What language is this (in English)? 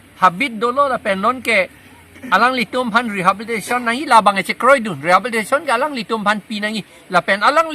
Karbi